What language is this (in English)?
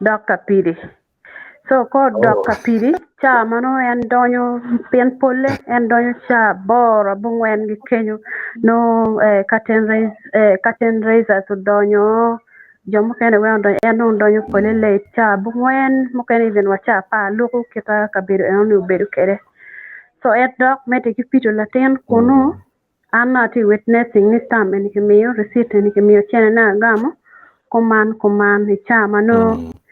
Acoli